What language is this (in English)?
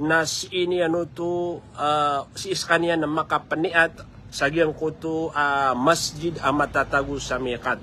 Maranao